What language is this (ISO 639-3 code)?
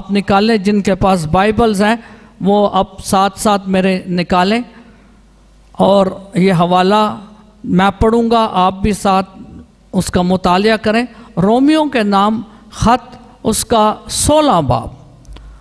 urd